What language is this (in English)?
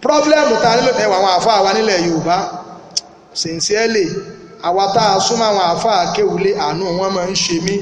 Yoruba